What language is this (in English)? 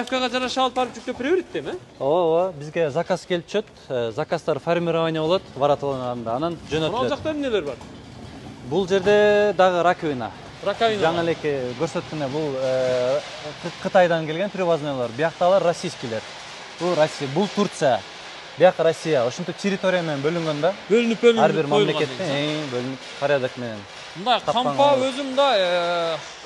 Kyrgyz